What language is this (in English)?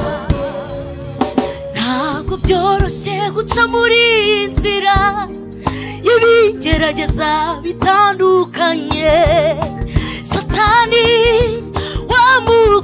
Kinyarwanda